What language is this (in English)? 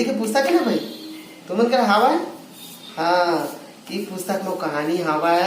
Chhattisgarhi